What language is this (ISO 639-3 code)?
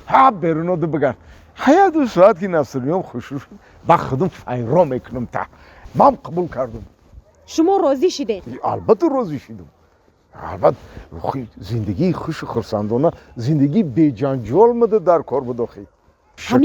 tgk